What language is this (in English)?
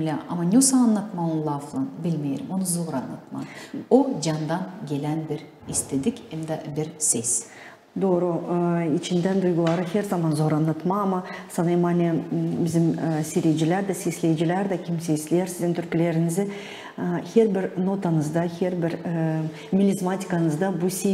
Gagauz